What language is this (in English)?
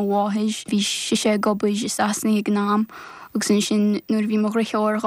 Irish